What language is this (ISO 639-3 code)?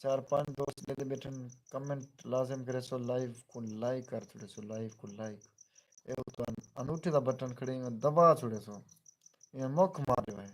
skr